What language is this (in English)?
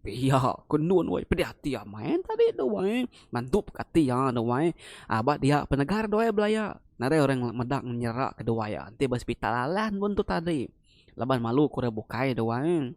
Iban